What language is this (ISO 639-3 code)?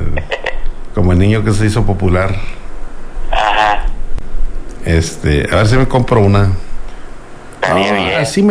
spa